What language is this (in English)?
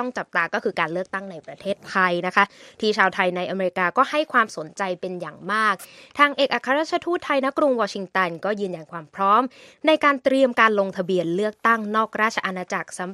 Thai